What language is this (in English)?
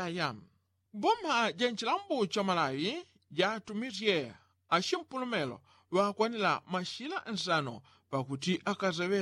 Yao